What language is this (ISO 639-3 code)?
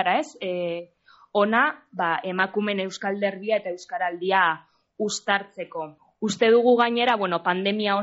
eus